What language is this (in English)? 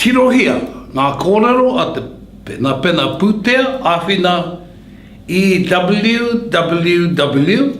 Māori